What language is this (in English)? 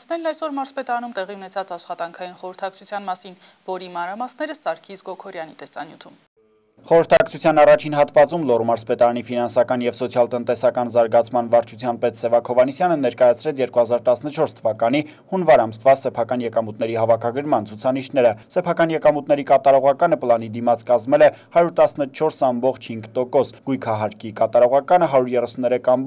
Armenian